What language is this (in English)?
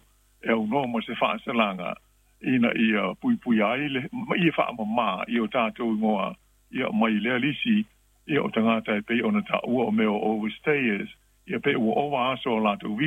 Samoan